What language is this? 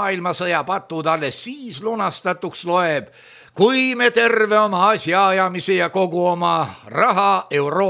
Estonian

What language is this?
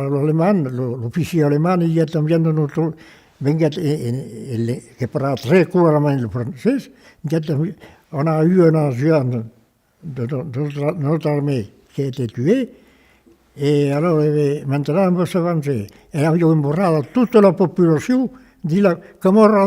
Occitan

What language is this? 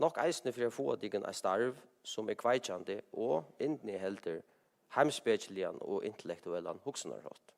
Faroese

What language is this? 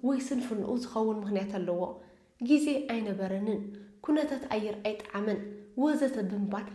Tigrinya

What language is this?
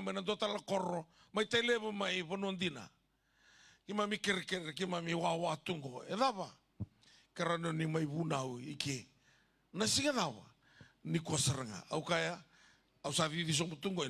Fijian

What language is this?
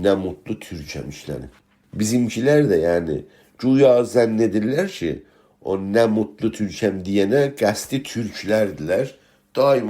South Azerbaijani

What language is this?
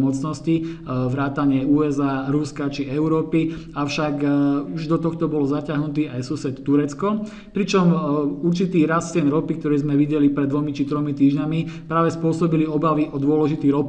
Slovak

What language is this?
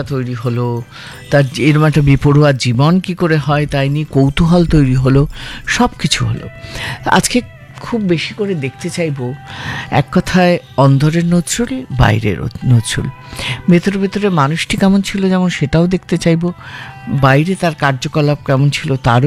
Bangla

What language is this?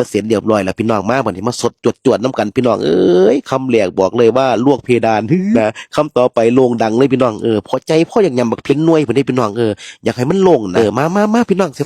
Northeastern Thai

